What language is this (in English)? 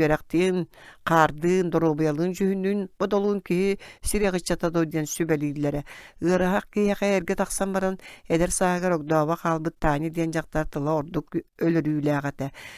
Yakut